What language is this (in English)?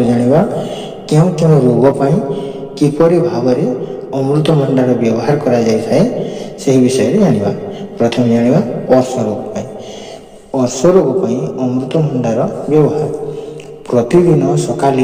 Odia